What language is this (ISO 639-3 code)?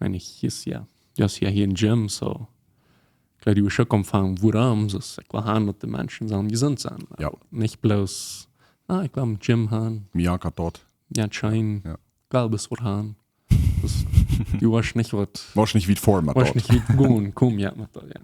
pdt